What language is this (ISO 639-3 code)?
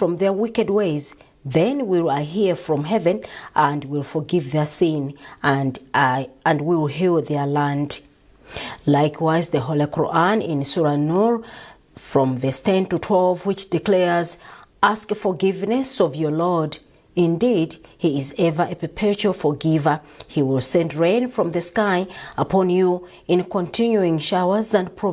eng